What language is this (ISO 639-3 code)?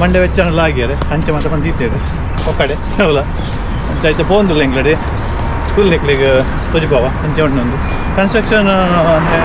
tcy